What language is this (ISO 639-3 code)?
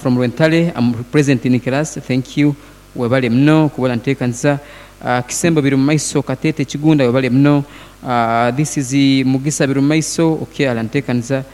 nyn